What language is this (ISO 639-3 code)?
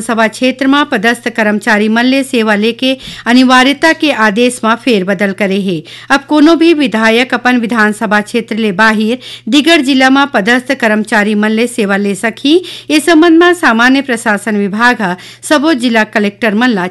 hne